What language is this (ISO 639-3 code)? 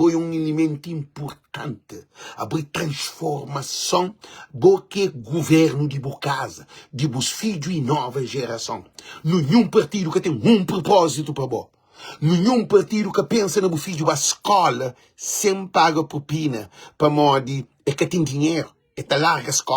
kea